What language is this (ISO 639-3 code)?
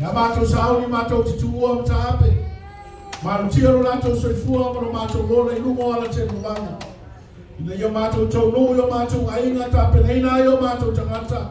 smo